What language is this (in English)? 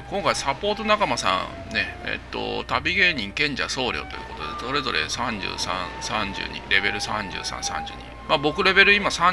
Japanese